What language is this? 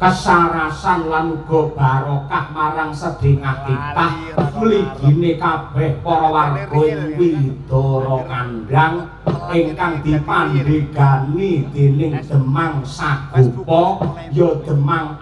Javanese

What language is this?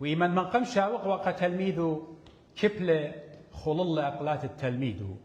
Assyrian Neo-Aramaic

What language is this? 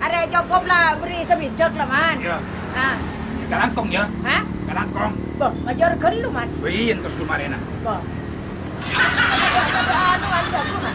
Madurese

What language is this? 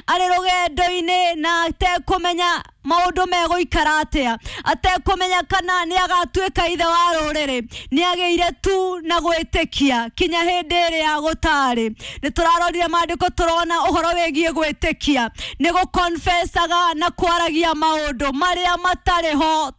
Kikuyu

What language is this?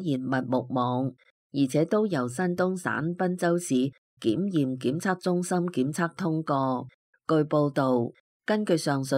Cantonese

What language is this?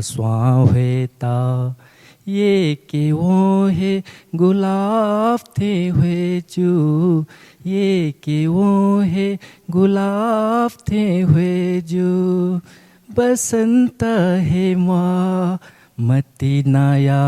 Newari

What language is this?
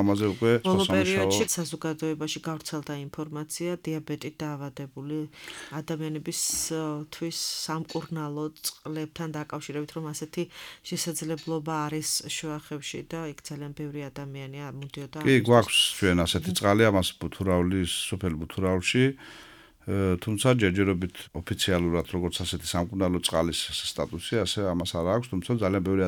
Georgian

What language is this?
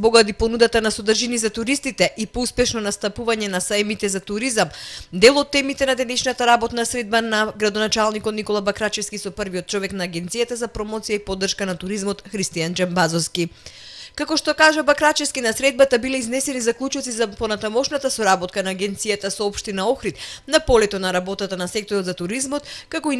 Macedonian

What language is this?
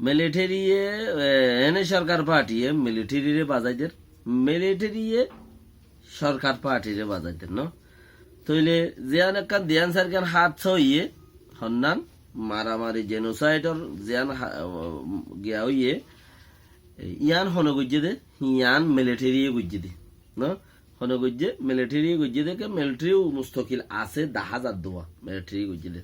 Rohingya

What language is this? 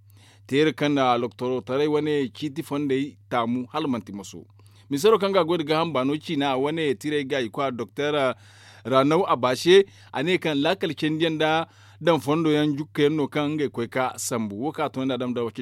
Zarma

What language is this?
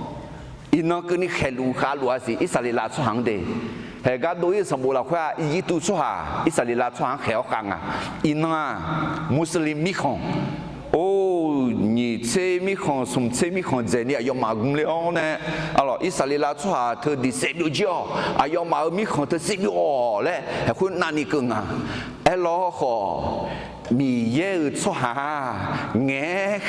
Akha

